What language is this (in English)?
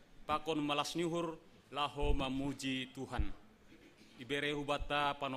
Batak Simalungun